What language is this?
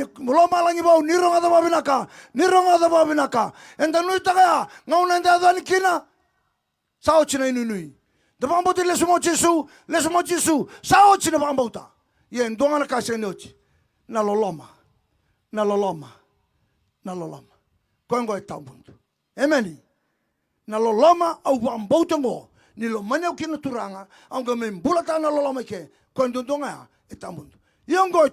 Fijian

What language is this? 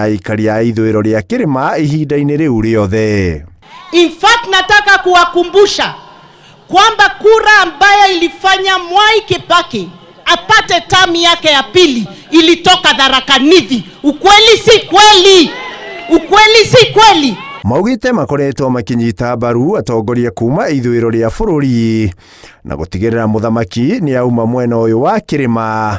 Kikuyu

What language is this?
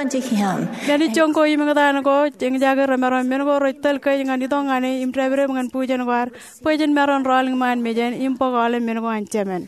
Marshallese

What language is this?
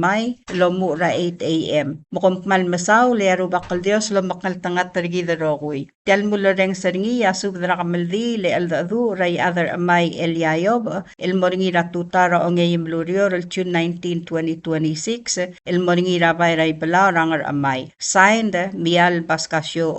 Palauan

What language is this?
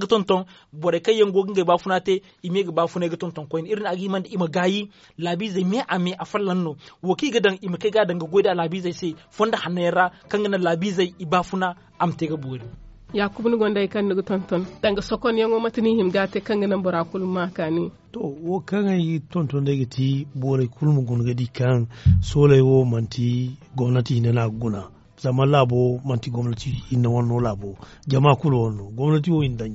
Zarma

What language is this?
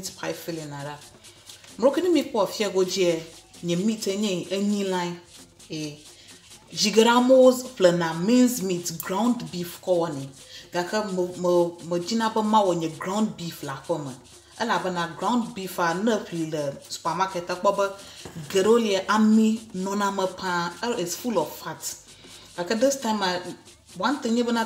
Ewe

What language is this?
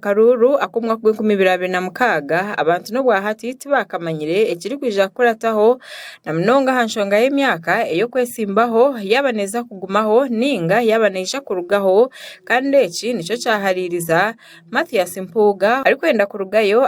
Nyankole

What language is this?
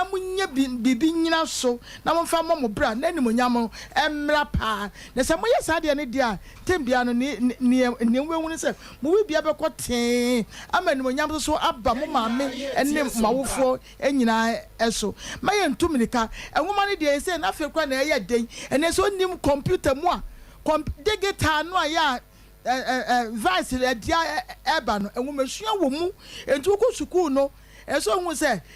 Akan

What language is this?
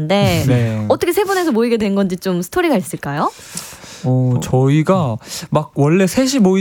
Korean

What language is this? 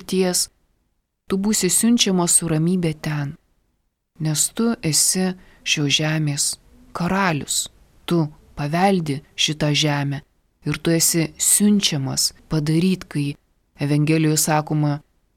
Lithuanian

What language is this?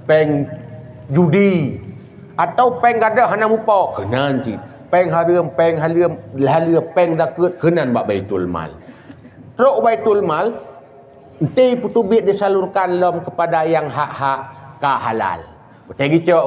Achinese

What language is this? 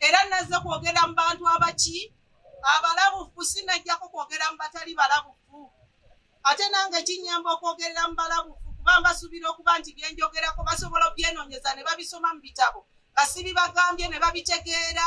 Ganda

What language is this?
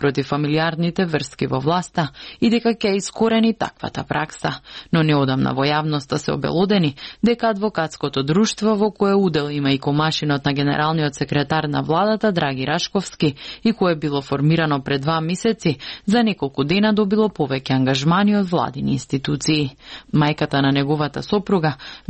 Macedonian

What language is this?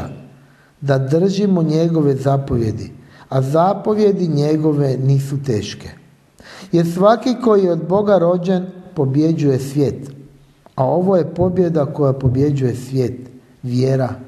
Croatian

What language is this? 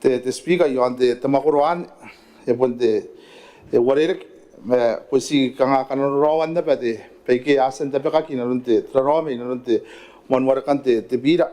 Gilbertese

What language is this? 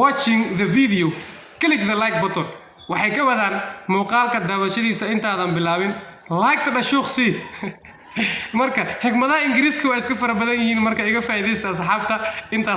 Somali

